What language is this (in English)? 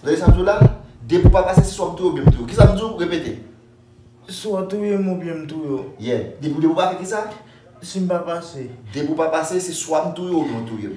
Haitian Creole